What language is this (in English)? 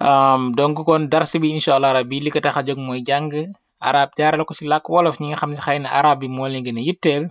Wolof